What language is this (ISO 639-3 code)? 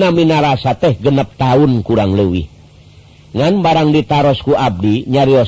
sun